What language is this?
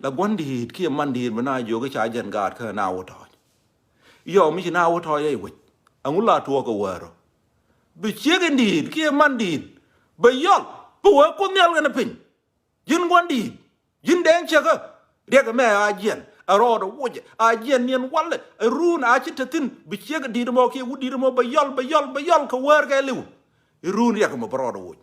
Nuer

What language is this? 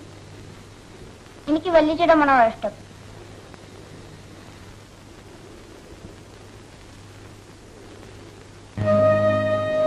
Malayalam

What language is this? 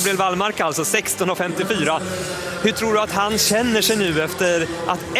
Swedish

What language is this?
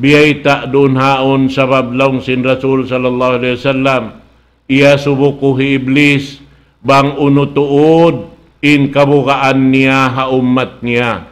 Tausug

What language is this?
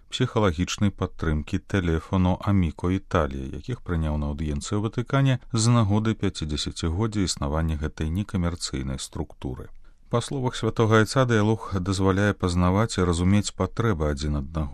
Belarusian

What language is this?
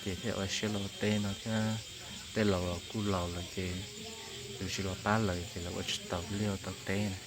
Hmong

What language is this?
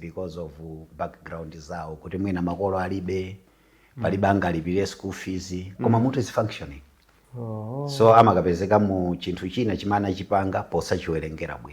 Nyanja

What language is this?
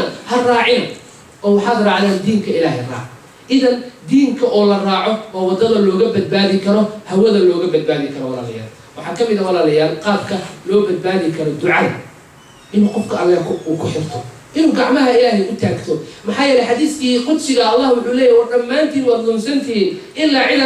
Somali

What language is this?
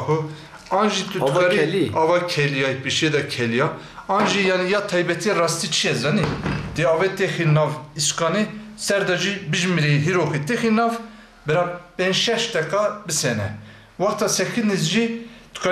Kurdish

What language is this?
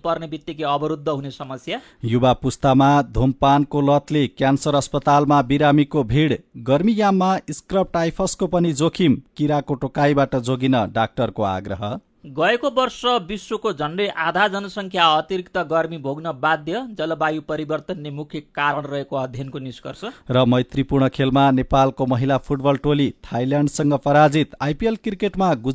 Nepali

